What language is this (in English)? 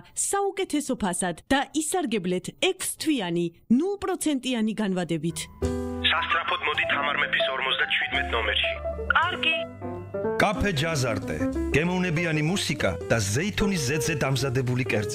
Georgian